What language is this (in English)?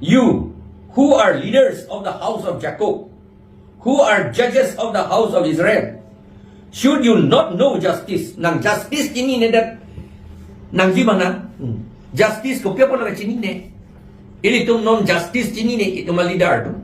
Karbi